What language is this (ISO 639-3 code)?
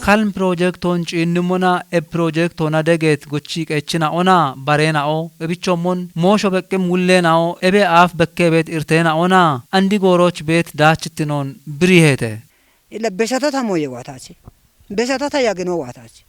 kbr